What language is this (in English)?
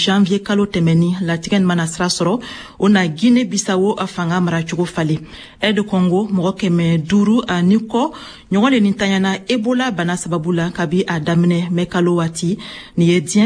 Bambara